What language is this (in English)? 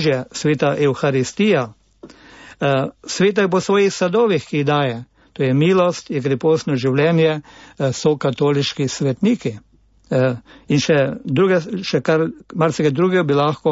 Slovenian